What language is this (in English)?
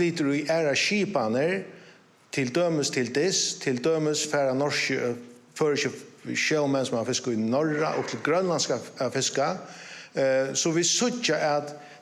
Faroese